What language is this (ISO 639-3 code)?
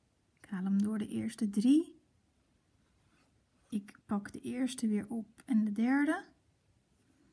nld